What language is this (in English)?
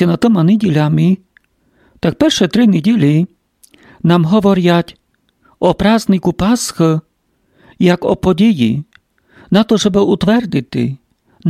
Rusyn